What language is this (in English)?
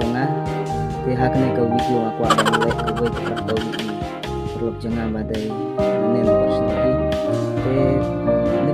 Khasi